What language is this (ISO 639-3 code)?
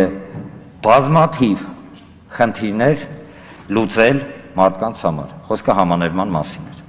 hye